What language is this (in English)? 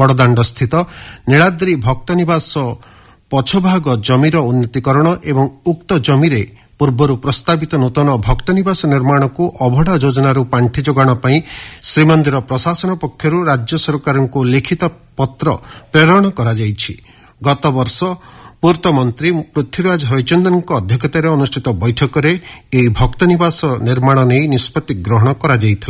Odia